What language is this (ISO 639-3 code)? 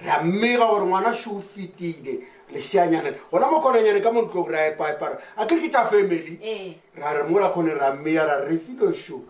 nso